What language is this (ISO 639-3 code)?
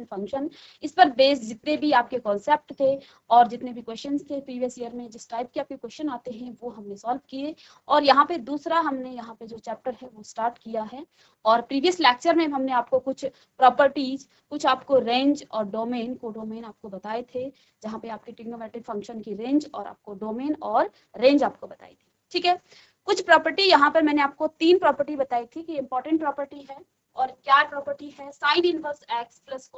hin